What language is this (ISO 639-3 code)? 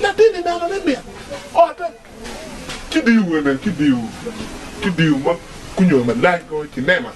ach